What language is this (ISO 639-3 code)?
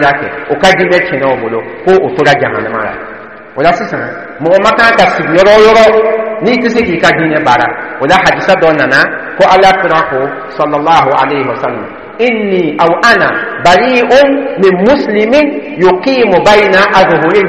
dyu